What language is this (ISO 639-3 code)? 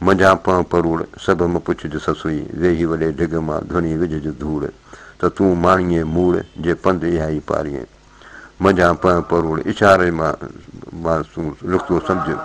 snd